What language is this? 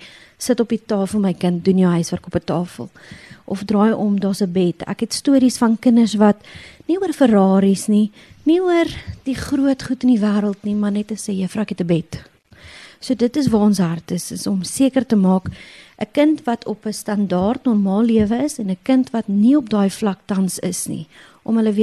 Afrikaans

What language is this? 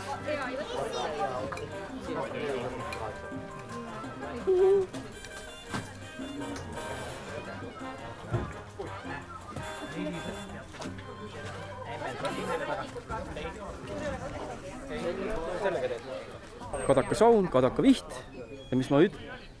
Estonian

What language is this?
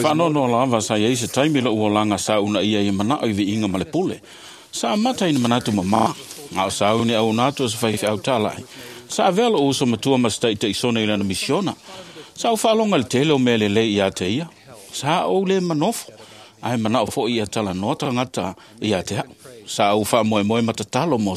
Samoan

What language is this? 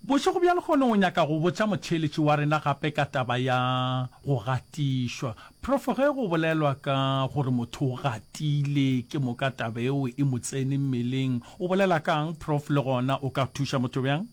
Northern Sotho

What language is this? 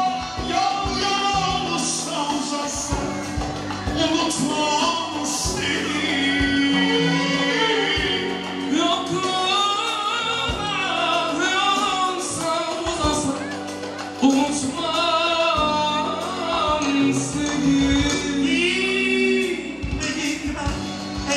Turkish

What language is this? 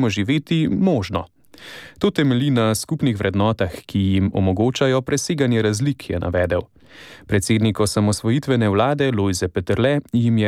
Slovenian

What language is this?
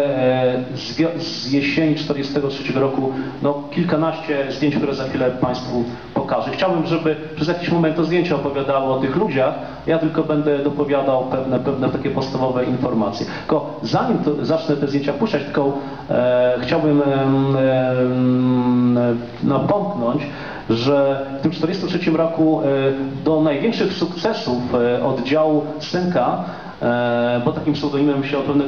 Polish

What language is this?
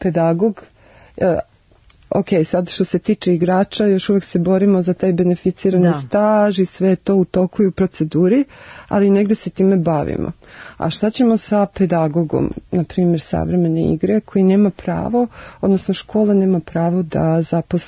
Serbian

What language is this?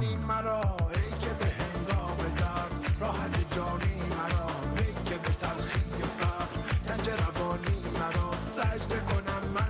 Bosnian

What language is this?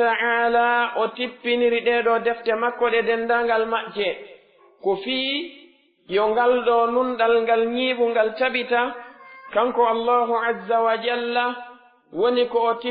Pular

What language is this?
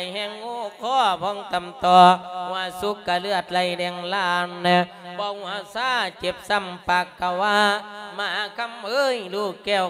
Lao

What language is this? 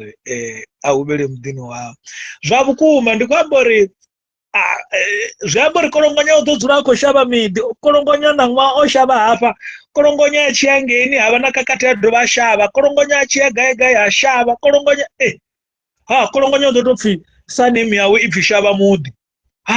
Venda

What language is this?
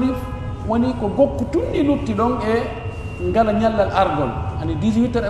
Pular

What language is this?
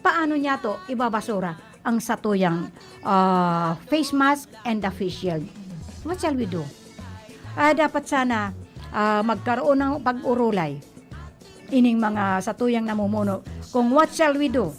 Bikol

